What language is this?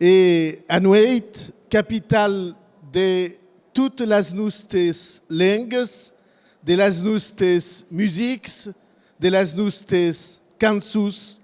Occitan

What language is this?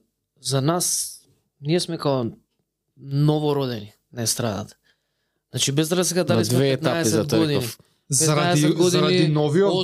Macedonian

